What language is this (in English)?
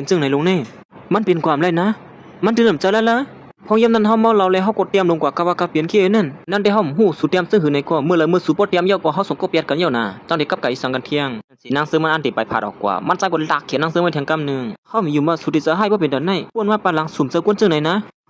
Shan